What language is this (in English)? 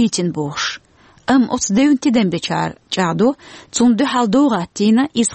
Chechen